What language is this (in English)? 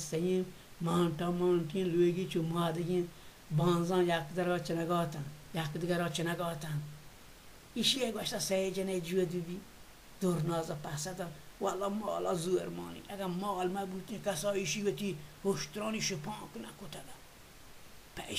Baluchi